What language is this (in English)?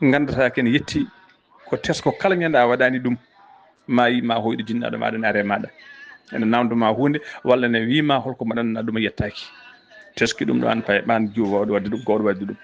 Fula